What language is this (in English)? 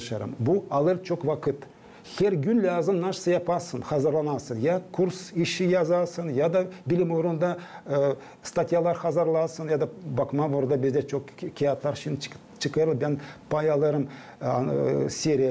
Gagauz